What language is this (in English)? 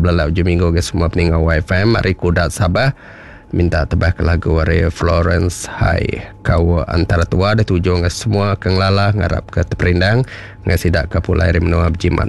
Iban